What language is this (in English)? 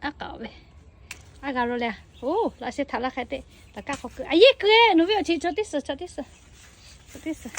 Lahu